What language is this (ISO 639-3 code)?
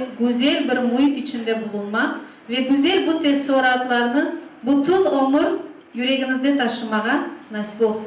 crh